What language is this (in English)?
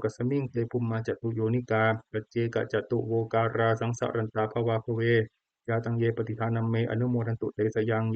Pali